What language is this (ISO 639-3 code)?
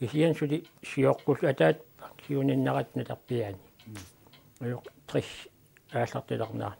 kal